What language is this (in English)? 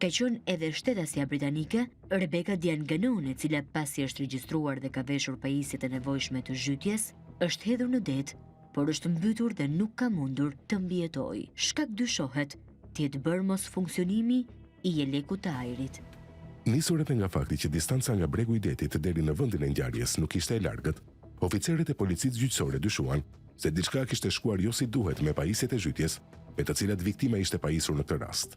Albanian